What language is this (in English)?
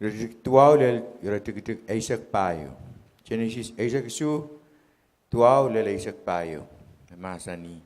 Pohnpeian